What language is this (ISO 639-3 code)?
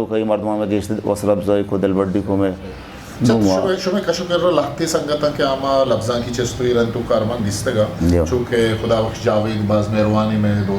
bgp